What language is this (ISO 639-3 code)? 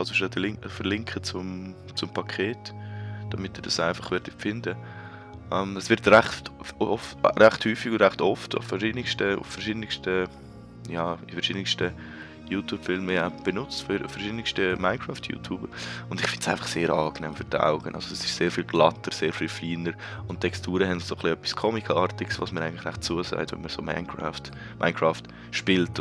gsw